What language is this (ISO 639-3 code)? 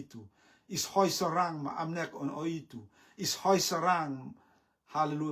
rtm